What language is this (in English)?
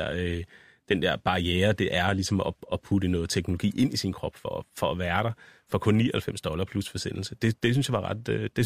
Danish